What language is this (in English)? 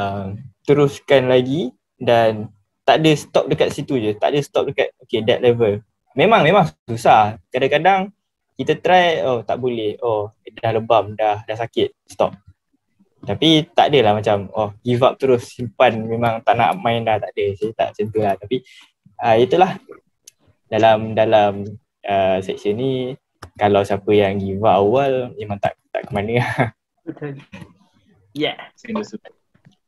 Malay